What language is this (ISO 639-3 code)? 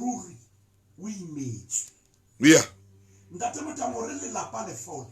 sot